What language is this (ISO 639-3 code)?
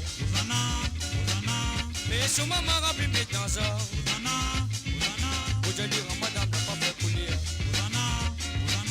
mfe